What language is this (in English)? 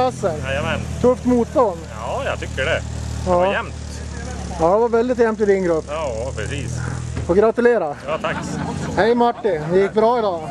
Swedish